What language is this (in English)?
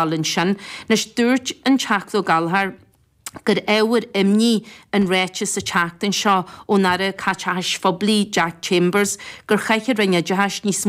Irish